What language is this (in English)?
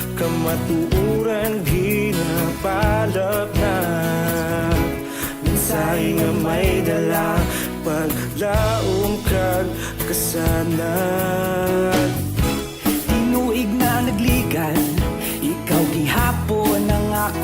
Hiligaynon